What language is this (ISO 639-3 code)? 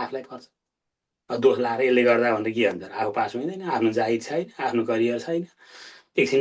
nep